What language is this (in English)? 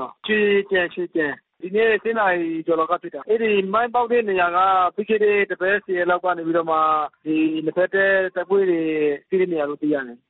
Burmese